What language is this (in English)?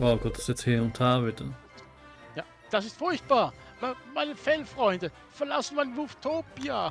Swiss German